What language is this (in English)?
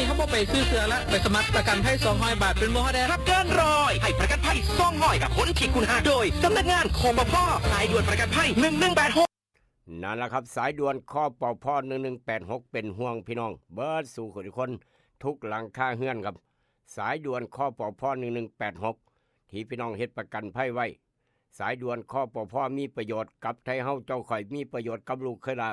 Northeastern Thai